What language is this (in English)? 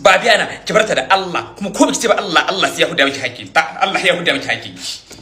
Hausa